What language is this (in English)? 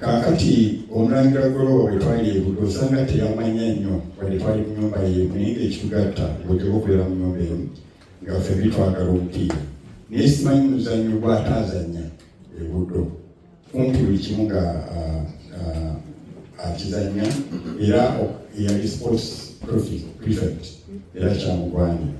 Ganda